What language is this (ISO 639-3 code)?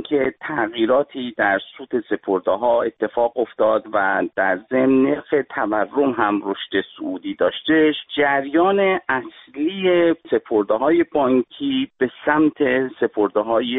fas